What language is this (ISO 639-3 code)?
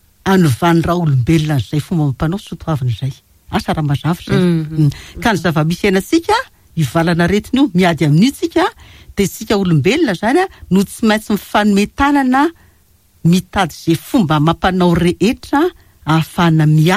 mlg